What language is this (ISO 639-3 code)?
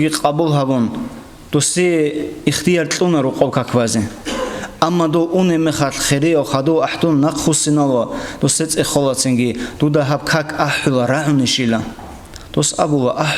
ava